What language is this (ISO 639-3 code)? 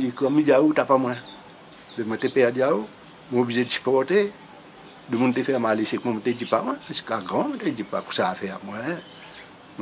rcf